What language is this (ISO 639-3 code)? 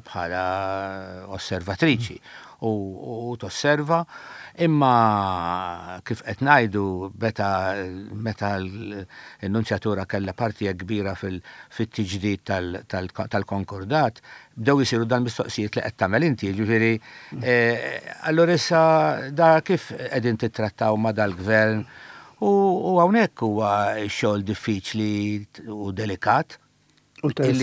mlt